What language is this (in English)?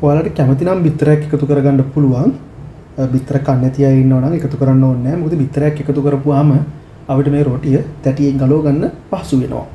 Sinhala